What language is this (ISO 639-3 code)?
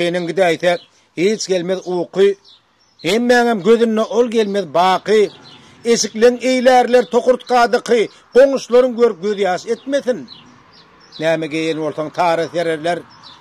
tuk